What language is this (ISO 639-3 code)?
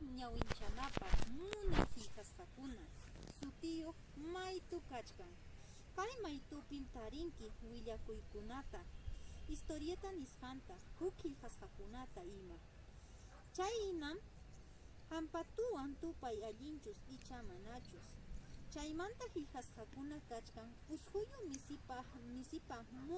que